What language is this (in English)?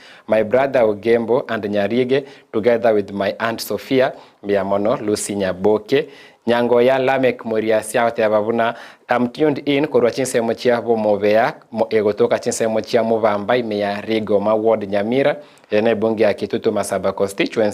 Gusii